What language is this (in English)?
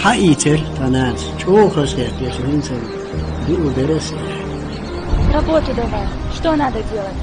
Chechen